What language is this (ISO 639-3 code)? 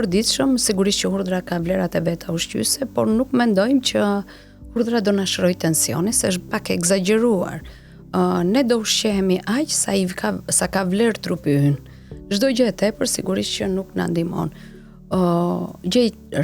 sqi